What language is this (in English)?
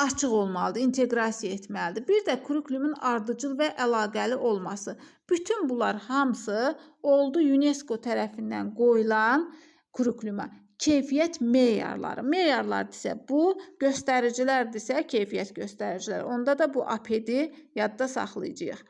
Azerbaijani